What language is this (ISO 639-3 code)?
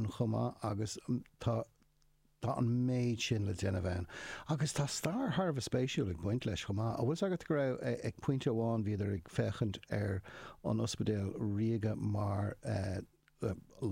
gle